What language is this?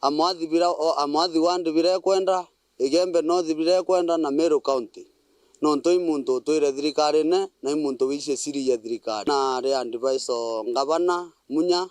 Meru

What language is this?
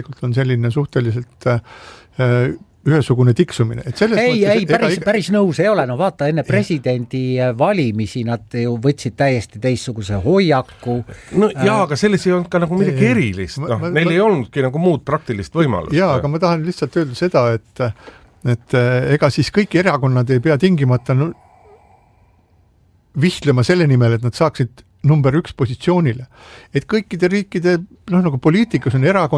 Estonian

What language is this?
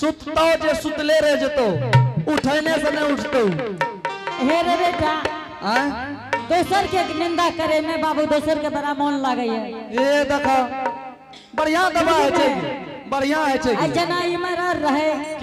Angika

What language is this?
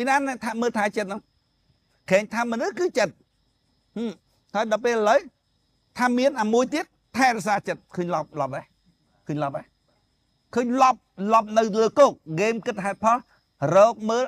Khmer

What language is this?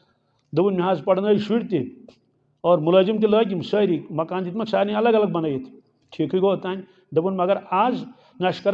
Kashmiri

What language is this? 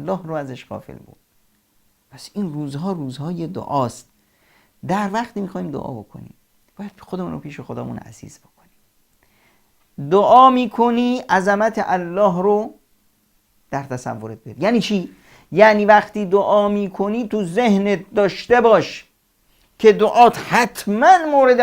Persian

